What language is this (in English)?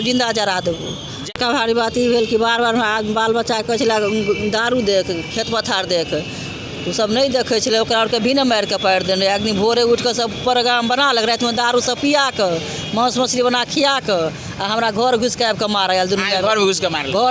Maithili